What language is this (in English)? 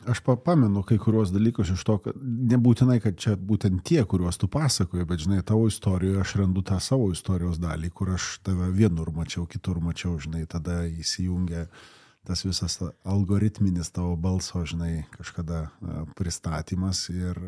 Lithuanian